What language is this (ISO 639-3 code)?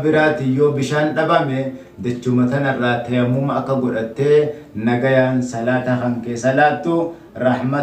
orm